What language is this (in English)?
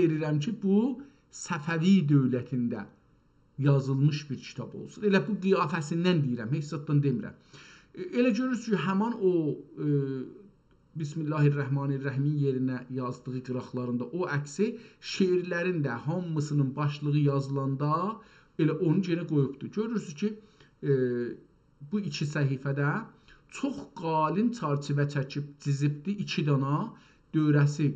South Azerbaijani